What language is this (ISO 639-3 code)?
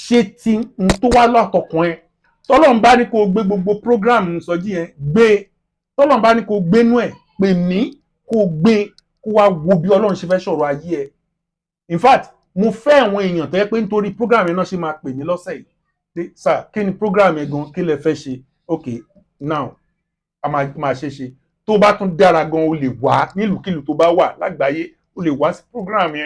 yor